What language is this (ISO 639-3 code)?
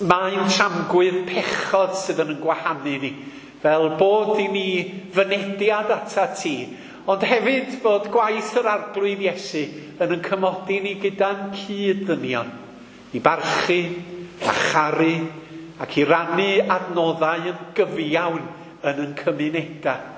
cym